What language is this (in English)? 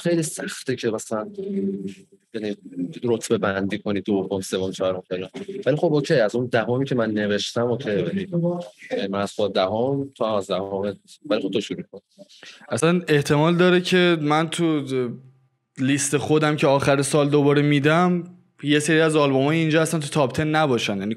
Persian